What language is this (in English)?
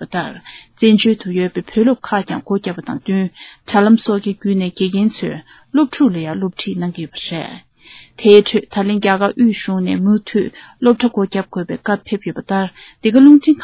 Tibetan